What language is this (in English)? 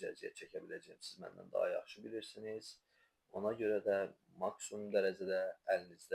Azerbaijani